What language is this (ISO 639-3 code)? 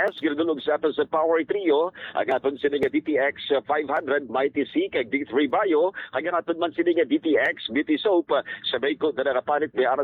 hil